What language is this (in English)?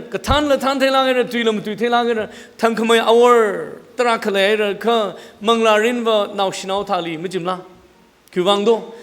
Tangkhul Naga (India)